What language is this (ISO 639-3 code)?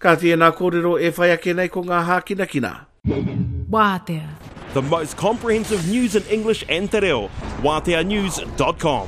mri